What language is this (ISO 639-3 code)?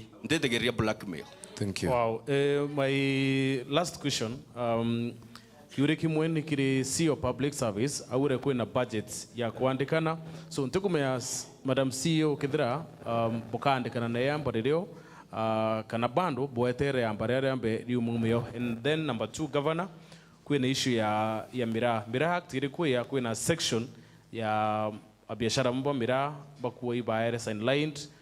mer